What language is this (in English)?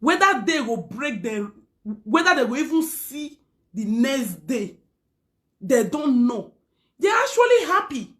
Nigerian Pidgin